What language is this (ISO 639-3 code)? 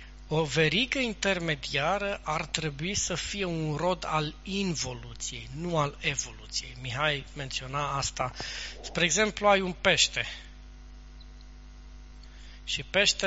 ron